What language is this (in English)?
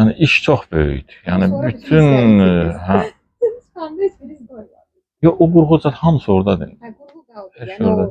Azerbaijani